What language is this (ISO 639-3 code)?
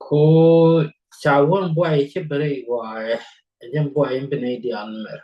nus